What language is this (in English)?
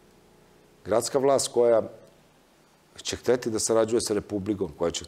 Serbian